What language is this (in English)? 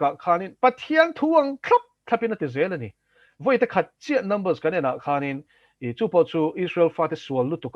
Mizo